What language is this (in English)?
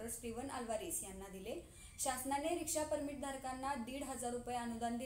Marathi